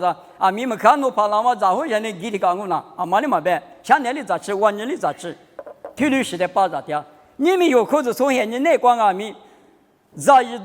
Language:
Lisu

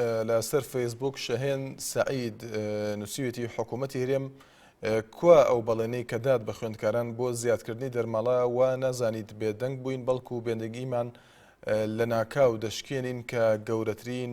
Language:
Central Kurdish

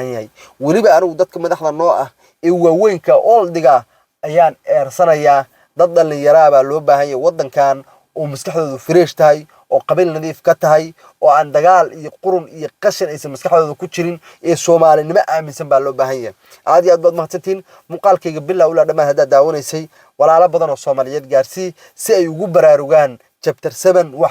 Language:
Somali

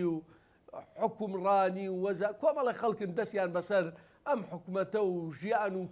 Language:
Central Kurdish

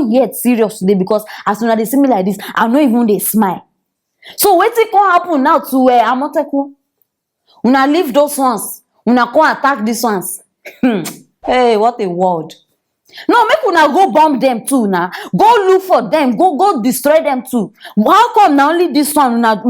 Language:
Nigerian Pidgin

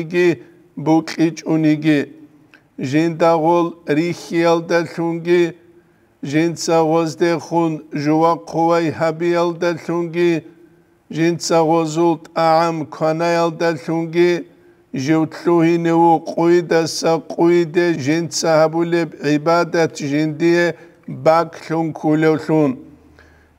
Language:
Avaric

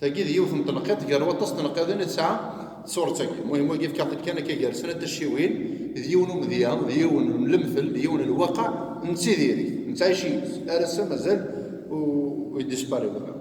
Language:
Kabyle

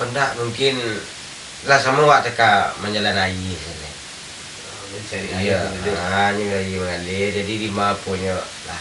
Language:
Minangkabau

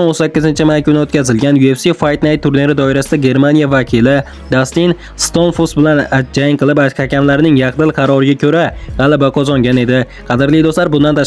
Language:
Uzbek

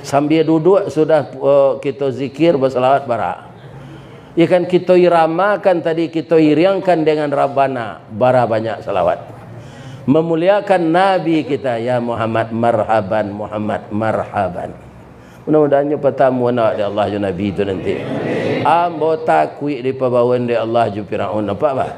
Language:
Minangkabau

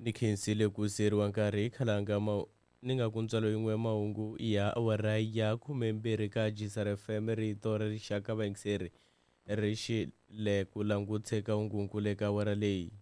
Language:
Tsonga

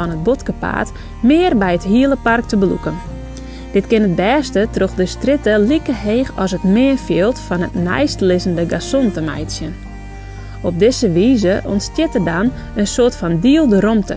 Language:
Western Frisian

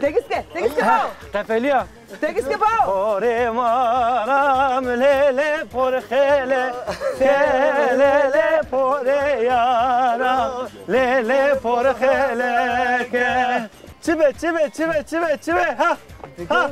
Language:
Zaza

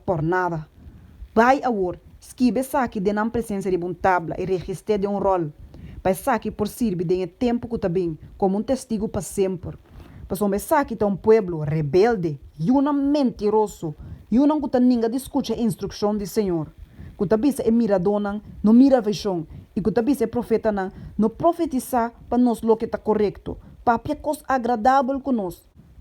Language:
Papiamento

